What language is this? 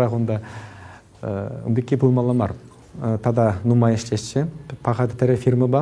Chuvash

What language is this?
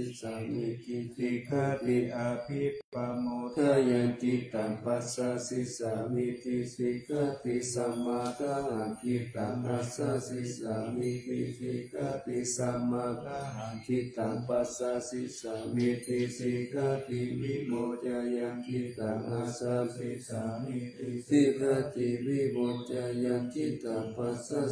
Pali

